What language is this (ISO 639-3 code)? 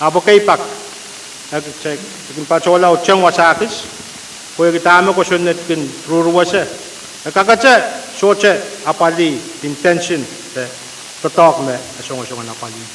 pon